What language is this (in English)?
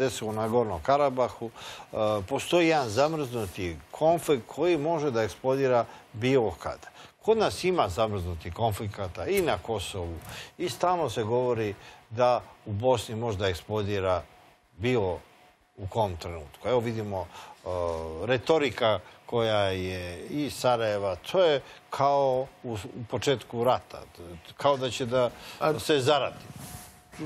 Serbian